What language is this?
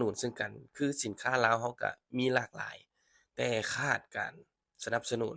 Lao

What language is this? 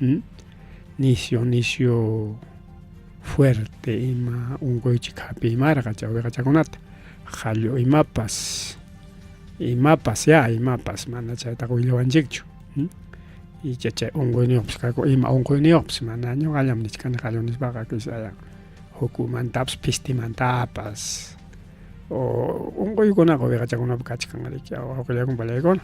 Ayacucho Quechua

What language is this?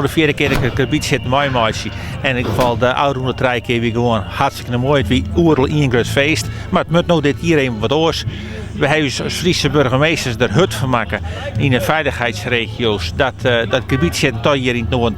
Western Frisian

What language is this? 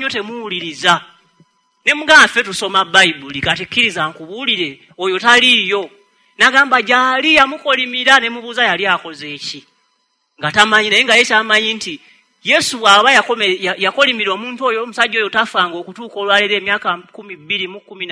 Ganda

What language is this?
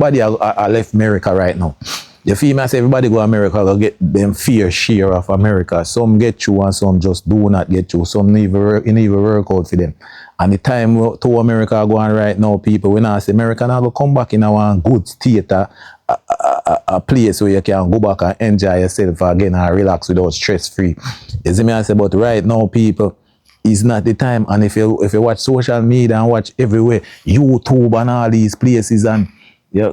Jamaican Creole English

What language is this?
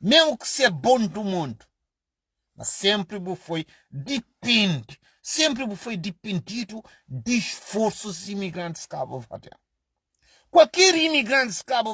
Kabuverdianu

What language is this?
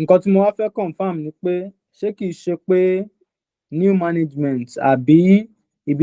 Yoruba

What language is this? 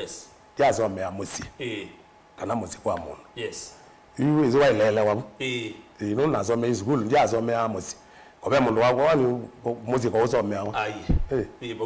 Kamba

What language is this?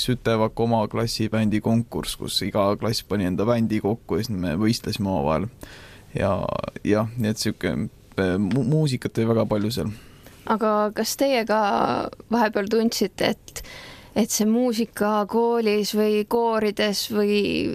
Estonian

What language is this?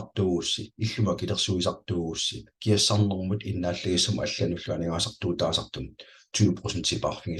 Kalaallisut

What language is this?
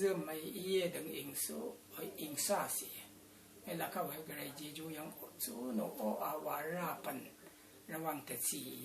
Rawang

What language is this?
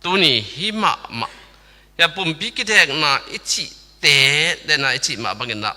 Tedim Chin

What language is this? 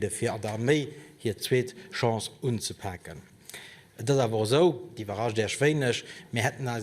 Luxembourgish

